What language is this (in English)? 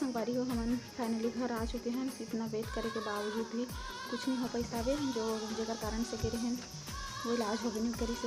Chhattisgarhi